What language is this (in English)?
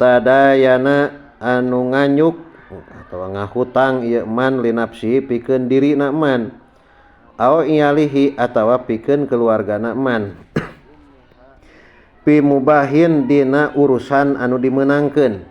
Sundanese